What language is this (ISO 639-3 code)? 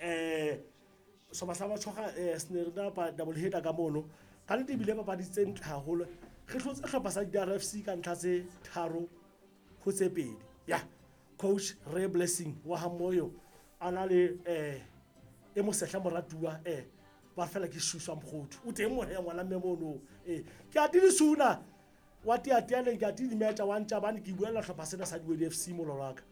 sot